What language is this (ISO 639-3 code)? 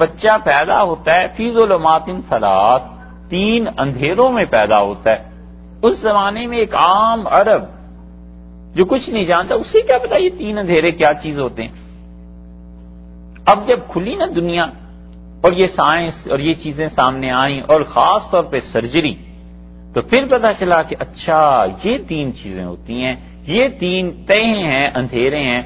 urd